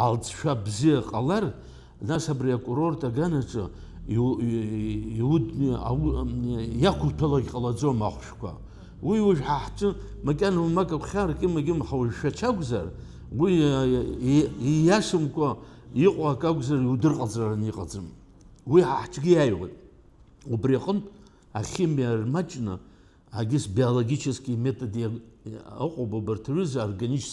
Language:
Abkhazian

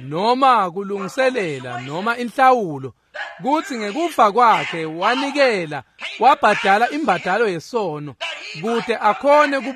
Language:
Swati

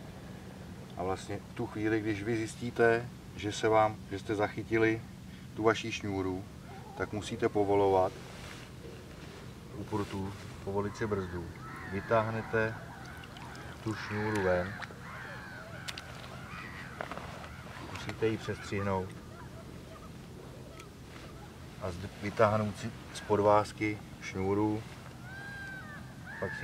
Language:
Czech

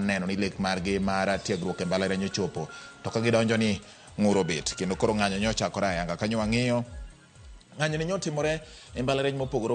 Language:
Luo (Kenya and Tanzania)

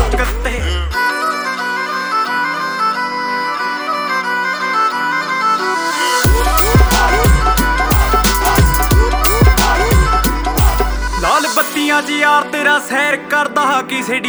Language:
Punjabi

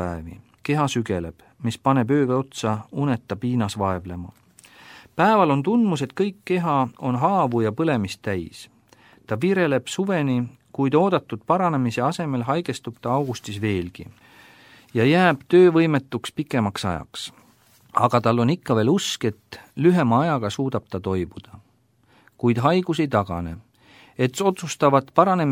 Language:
Estonian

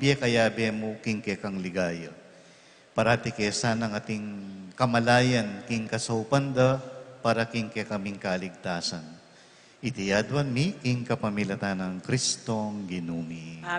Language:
Pampanga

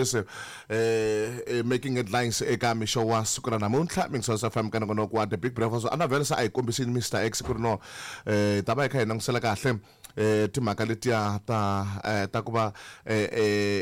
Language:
Tsonga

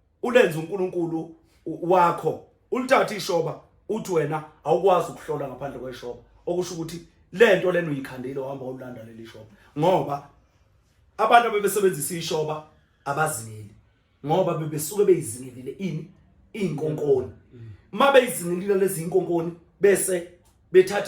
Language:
Zulu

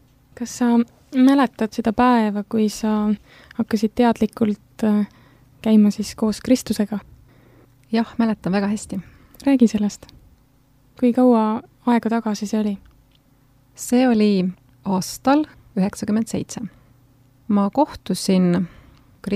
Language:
Estonian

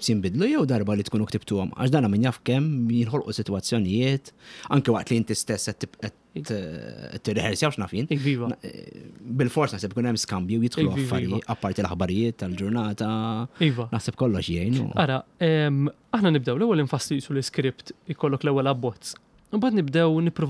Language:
Maltese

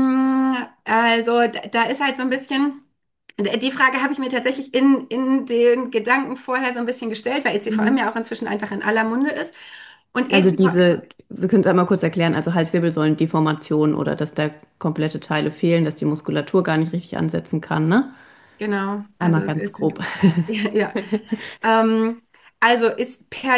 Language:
German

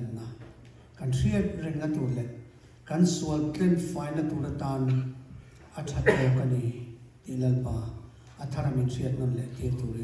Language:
Mizo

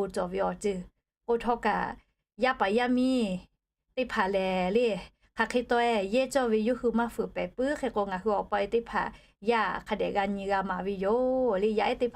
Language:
Lahu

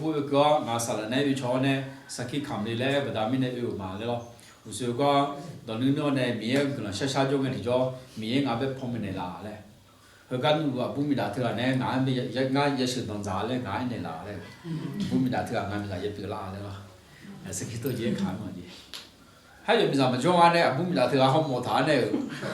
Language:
Akha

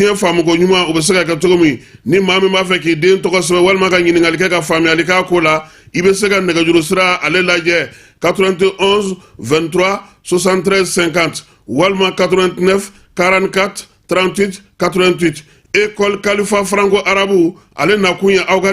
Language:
Bambara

